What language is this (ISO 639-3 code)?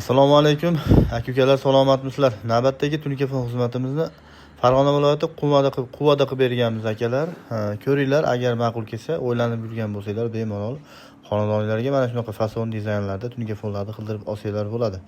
uzb